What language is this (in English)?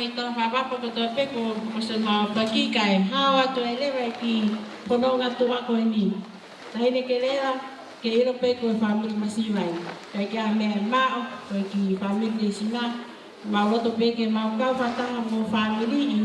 Tongan